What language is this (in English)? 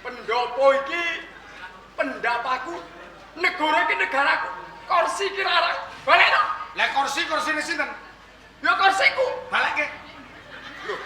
Javanese